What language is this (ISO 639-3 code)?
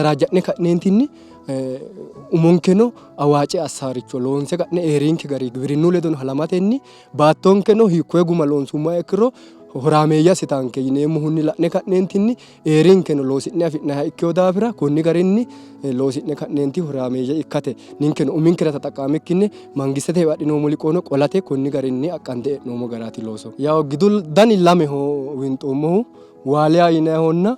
sid